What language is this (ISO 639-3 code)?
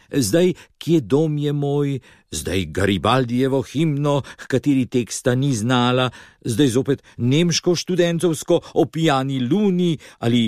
slv